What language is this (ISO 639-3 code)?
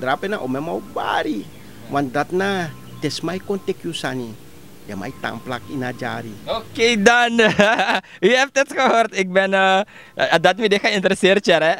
srn